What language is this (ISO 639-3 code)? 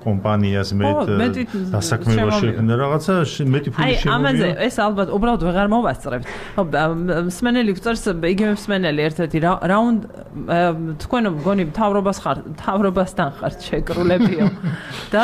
kat